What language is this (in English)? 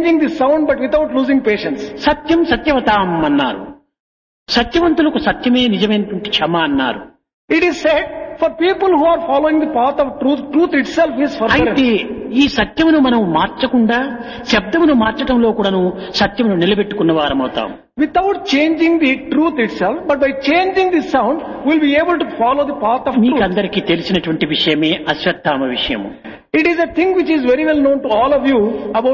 Telugu